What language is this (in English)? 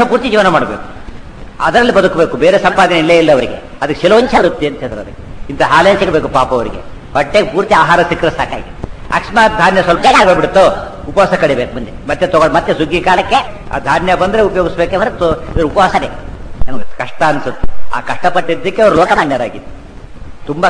Kannada